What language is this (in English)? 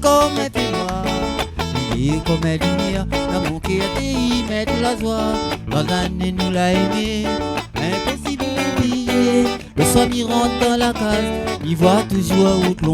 Réunion Creole French